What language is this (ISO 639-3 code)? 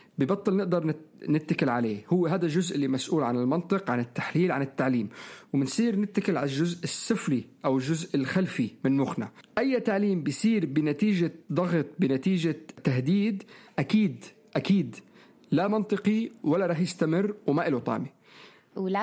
apc